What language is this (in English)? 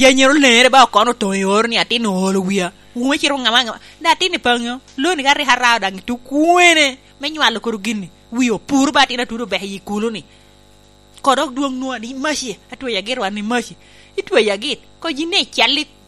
Lango (Uganda)